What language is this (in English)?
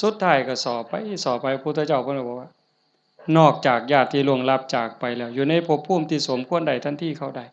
Northeastern Thai